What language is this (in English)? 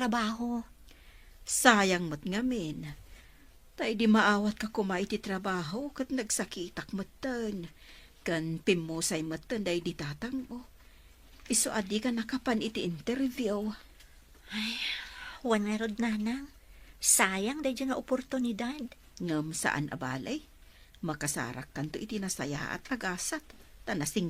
Iloko